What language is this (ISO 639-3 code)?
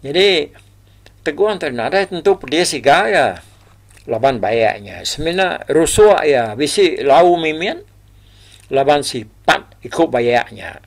iba